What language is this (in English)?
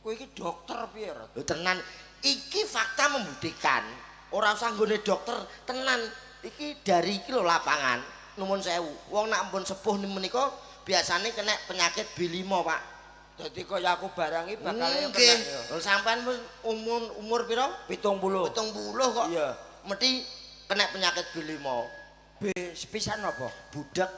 Javanese